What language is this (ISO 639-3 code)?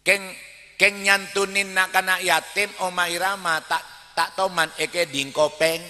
mad